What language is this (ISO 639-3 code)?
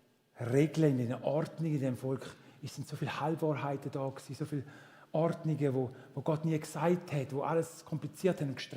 gsw